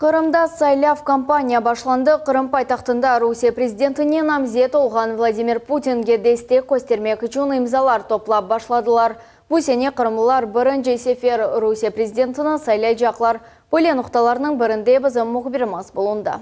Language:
Crimean Tatar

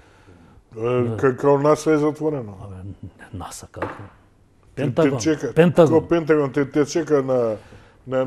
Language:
Macedonian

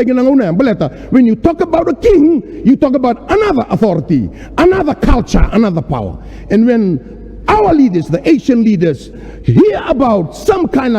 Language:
Fijian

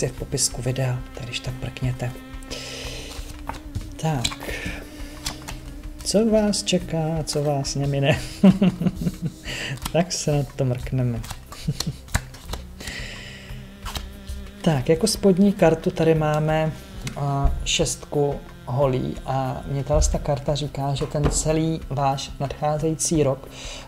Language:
Czech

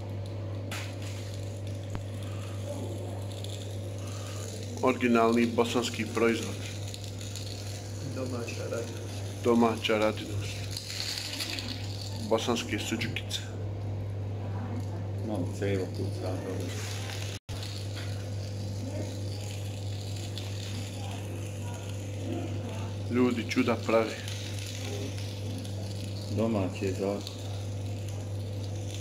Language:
Bosnian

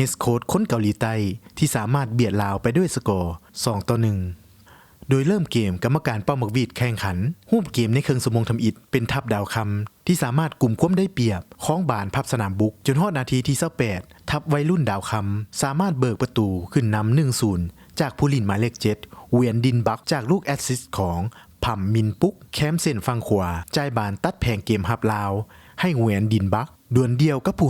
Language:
Lao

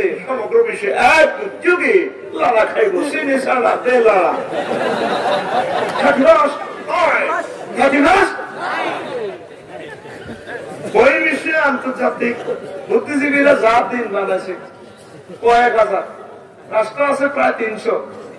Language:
Bangla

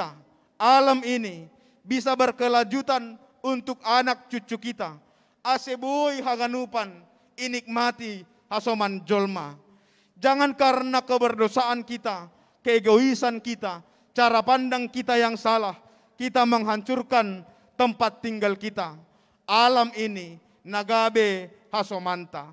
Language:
Batak Simalungun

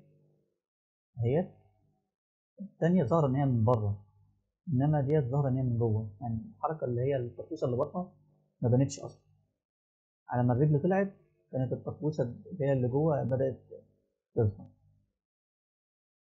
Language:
Egyptian Arabic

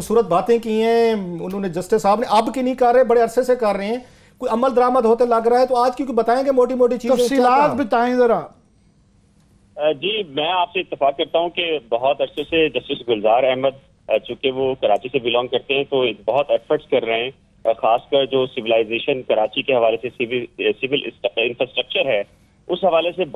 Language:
Urdu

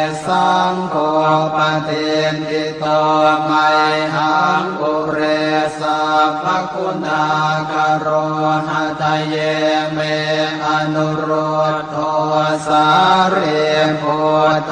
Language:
Pali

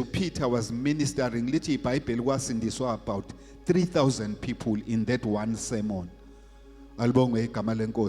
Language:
Zulu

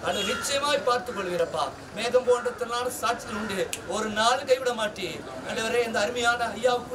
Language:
Tamil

